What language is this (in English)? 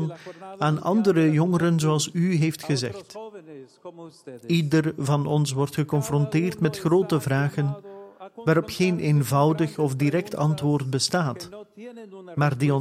Dutch